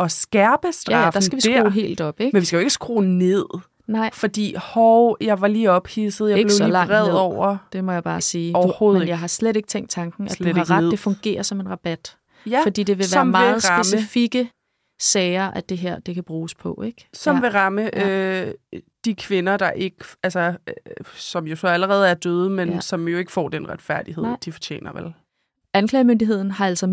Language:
Danish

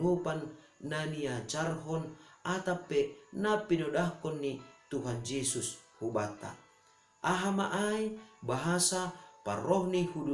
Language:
Batak Simalungun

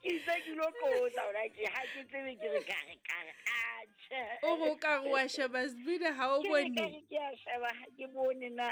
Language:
Southern Sotho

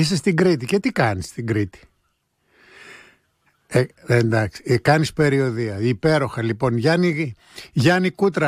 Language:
Greek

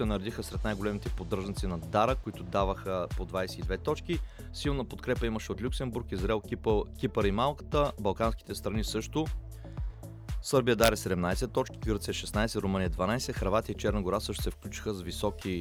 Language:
Bulgarian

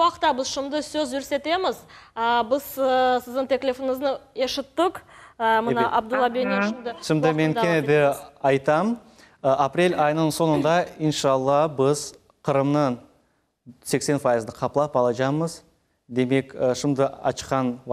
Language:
Crimean Tatar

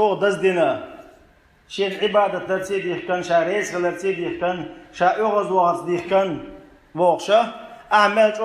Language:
Chechen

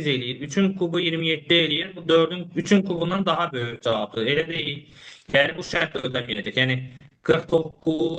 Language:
Azerbaijani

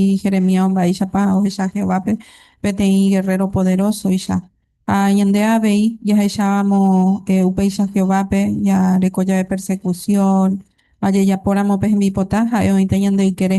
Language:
Guarani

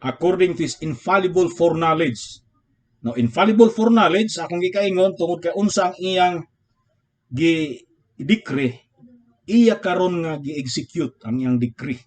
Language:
Cebuano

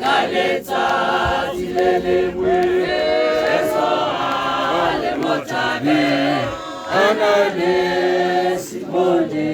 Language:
Tswana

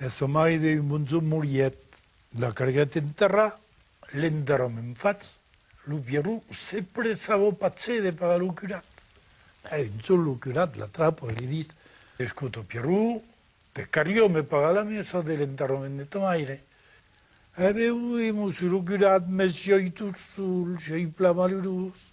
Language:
Occitan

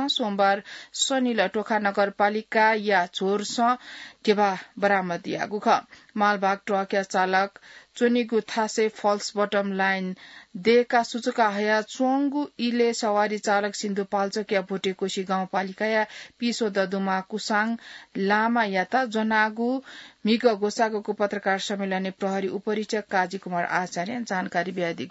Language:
Newari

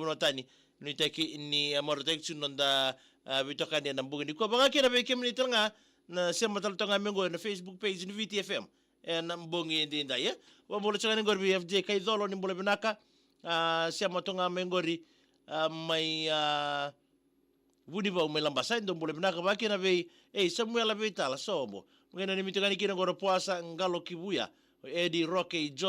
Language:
Fijian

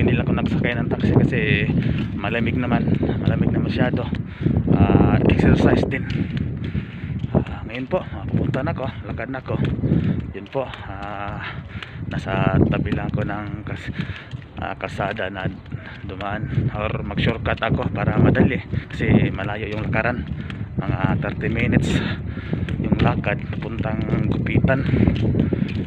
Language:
Filipino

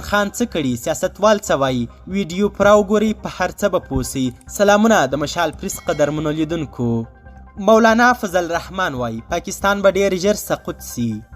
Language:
Pashto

